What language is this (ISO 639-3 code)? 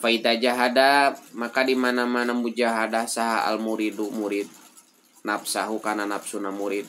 sun